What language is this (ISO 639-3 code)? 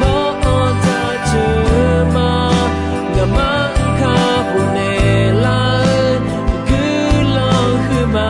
ahk